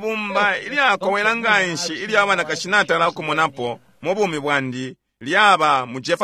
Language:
Bemba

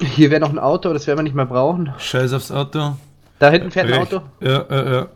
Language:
Bavarian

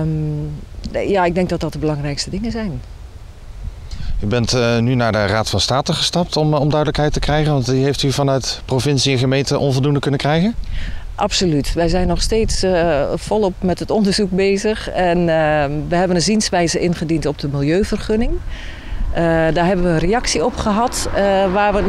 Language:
Dutch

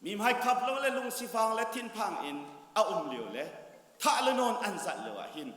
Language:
Hakha Chin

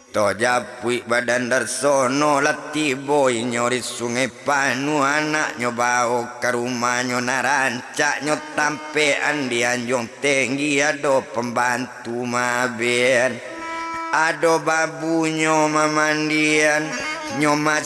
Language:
Minangkabau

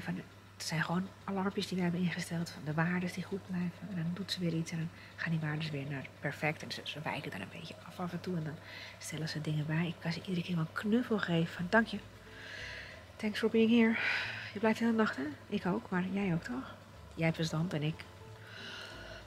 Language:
Dutch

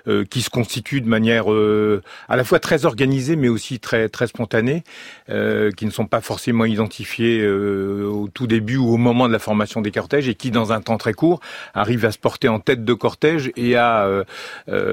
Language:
French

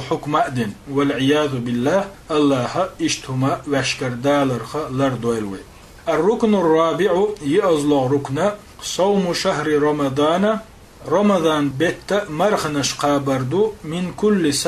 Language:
Chechen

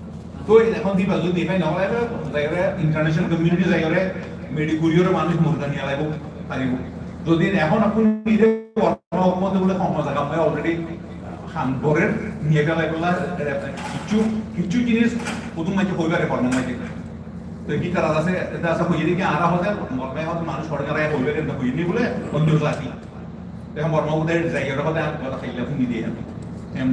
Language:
Rohingya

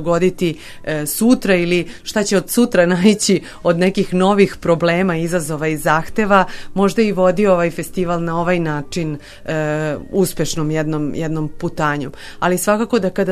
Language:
Serbian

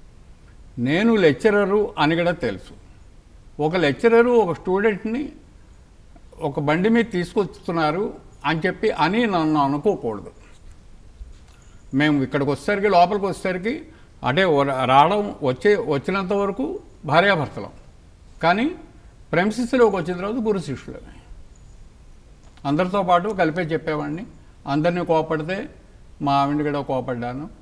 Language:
Telugu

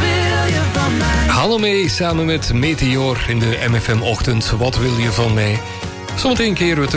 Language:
Dutch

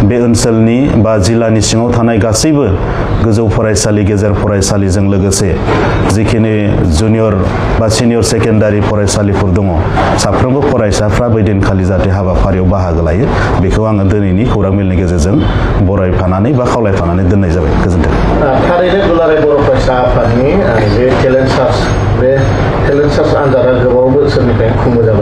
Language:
Bodo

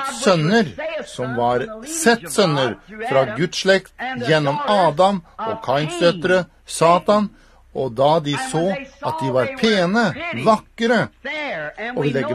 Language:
Norwegian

